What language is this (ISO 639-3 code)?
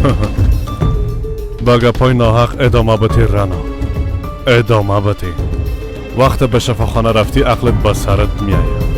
fas